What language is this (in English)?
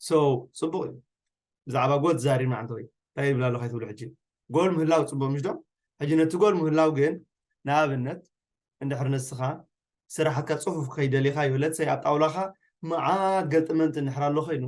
Tigrinya